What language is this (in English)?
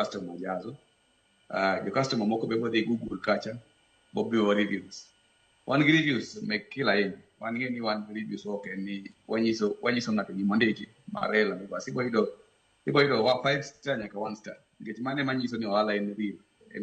Luo (Kenya and Tanzania)